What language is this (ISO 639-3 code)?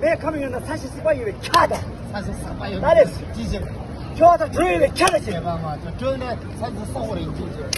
bod